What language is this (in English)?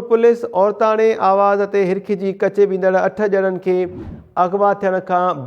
Sindhi